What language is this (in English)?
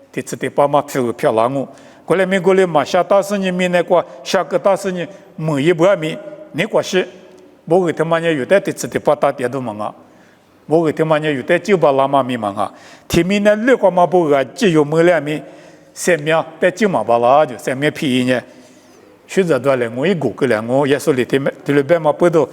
Lisu